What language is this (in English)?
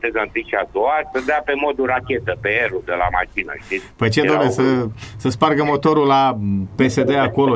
Romanian